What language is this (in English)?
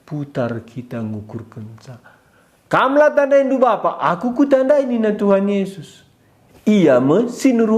Batak Karo